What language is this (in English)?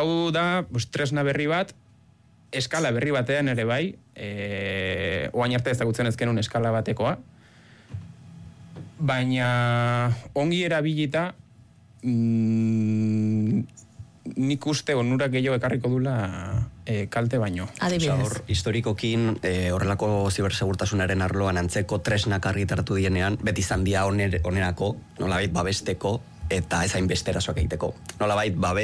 Basque